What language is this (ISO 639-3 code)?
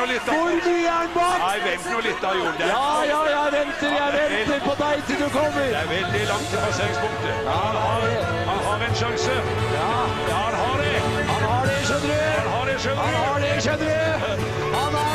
nor